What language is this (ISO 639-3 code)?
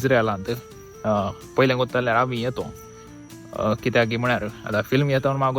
kok